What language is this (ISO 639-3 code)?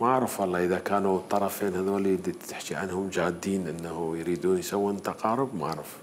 acm